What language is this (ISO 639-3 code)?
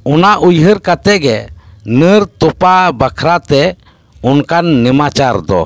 sat